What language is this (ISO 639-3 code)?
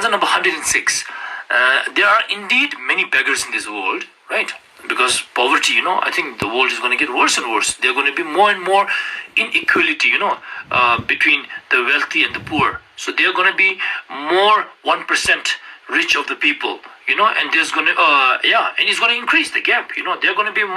lbj